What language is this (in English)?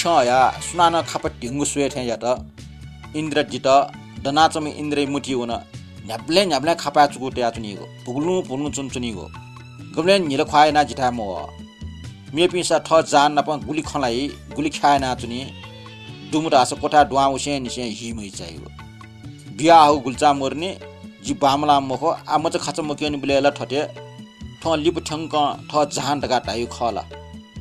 Newari